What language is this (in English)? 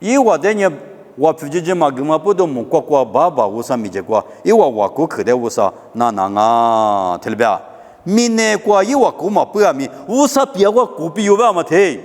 Lisu